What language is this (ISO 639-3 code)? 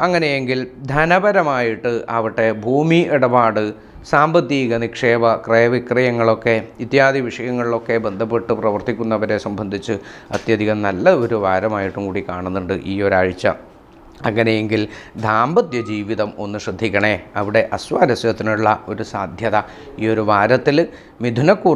mal